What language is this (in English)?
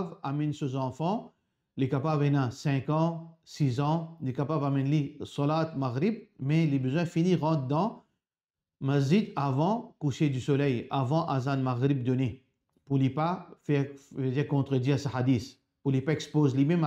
Morisyen